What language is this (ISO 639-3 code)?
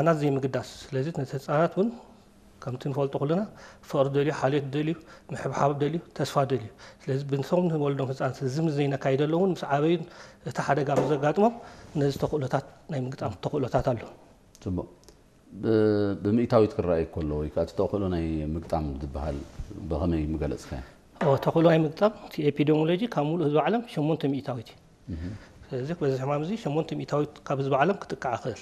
tir